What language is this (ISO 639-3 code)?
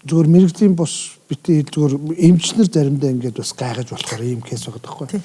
mon